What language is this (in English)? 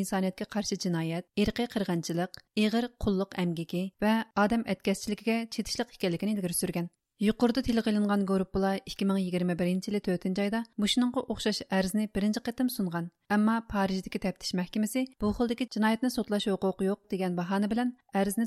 Uyghur